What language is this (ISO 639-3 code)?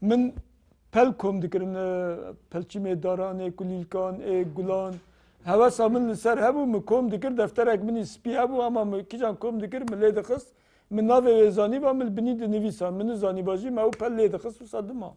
kur